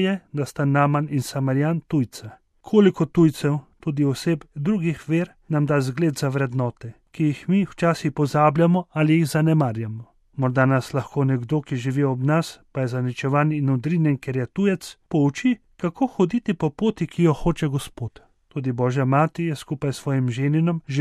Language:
Slovenian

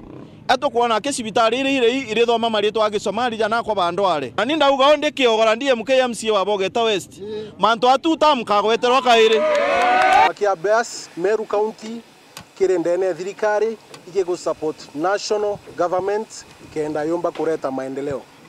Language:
Meru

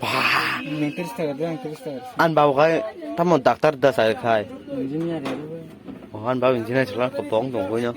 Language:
Kok Borok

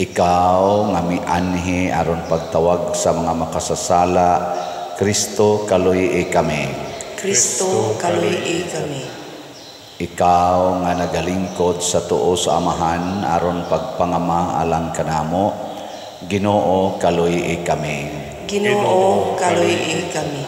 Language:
Cebuano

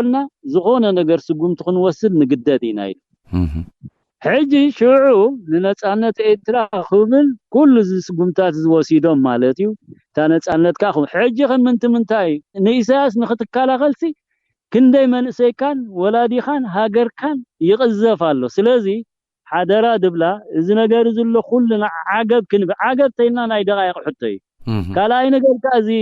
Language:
Tigrinya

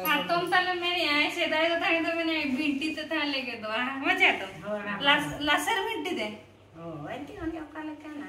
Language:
Santali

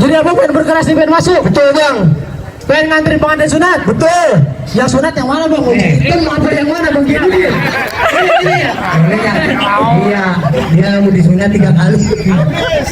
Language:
Betawi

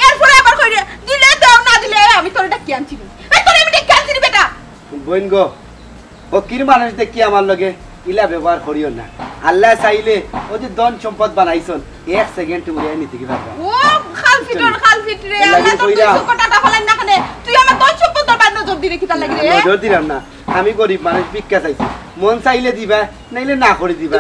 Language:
Sylheti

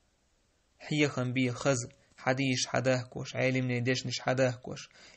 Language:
Chechen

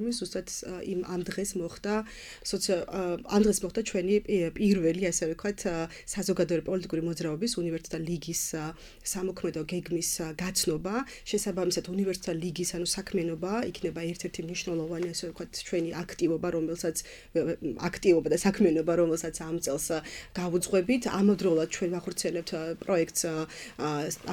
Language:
Georgian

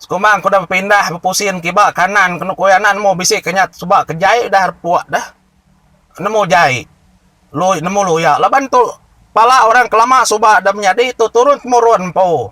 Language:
Iban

